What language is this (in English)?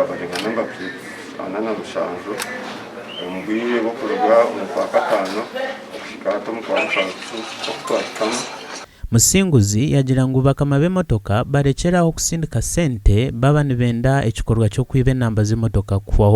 Nyankole